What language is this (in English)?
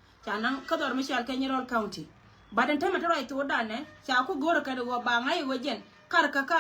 Nuer